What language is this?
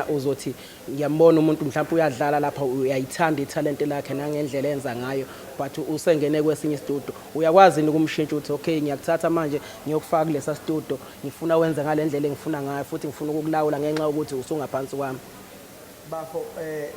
Zulu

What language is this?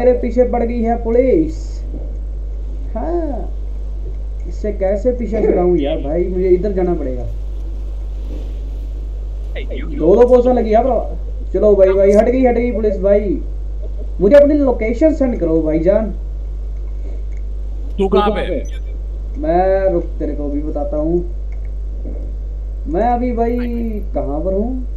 Hindi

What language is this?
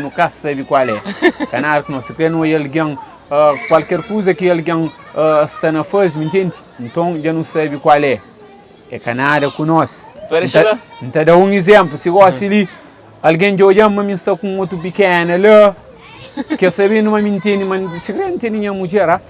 Kabuverdianu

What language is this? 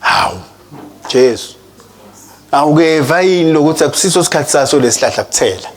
Swati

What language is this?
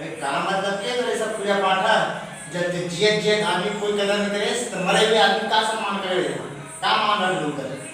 Chhattisgarhi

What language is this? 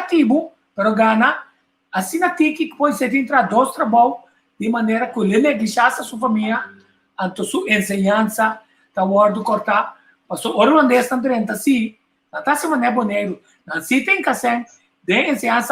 Papiamento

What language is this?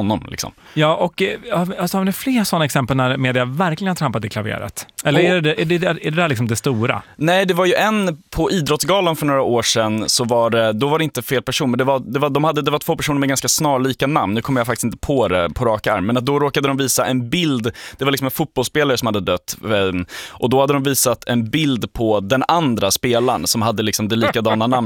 Swedish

